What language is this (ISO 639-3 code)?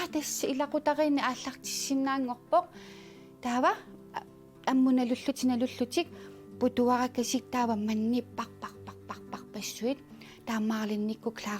kal